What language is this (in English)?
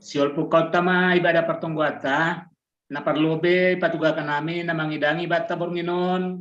Batak Simalungun